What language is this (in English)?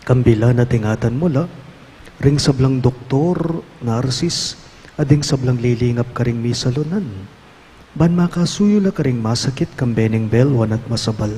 Pampanga